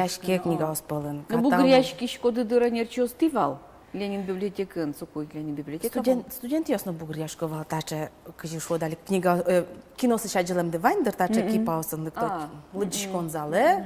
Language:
Udmurt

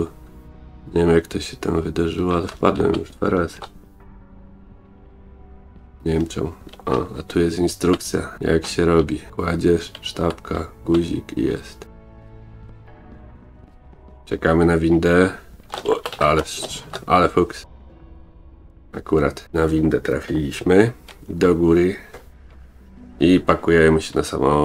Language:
Polish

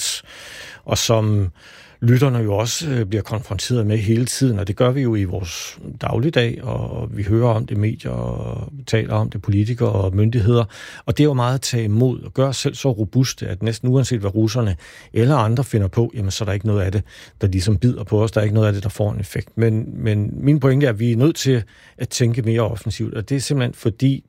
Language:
Danish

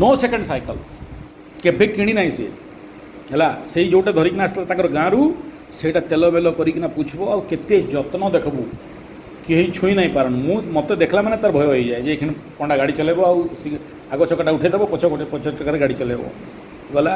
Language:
Odia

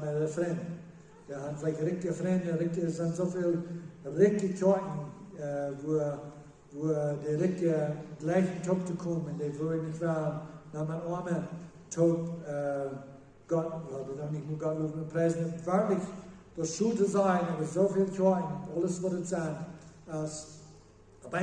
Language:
Plautdietsch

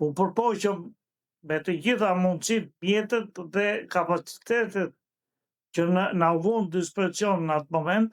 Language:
Albanian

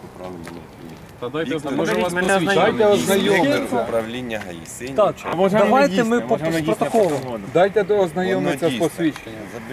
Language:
Ukrainian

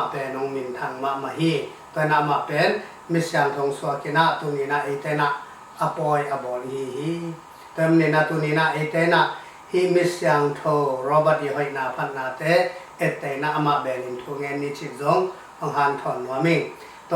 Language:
Tedim Chin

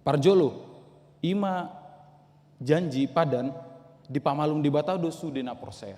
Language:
Batak Toba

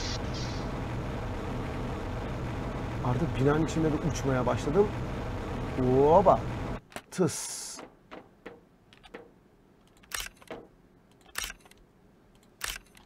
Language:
Turkish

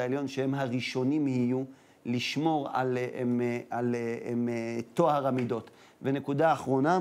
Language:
Hebrew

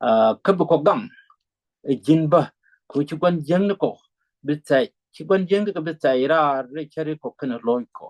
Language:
Nuer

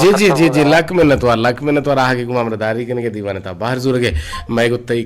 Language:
Eastern Balochi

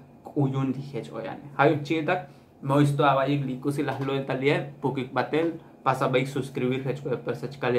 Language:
Tzotzil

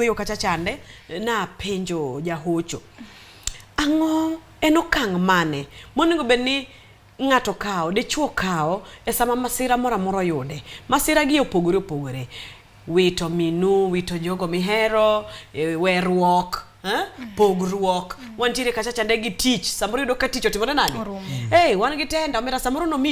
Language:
Luo (Kenya and Tanzania)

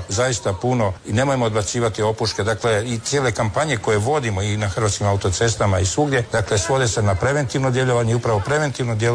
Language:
Croatian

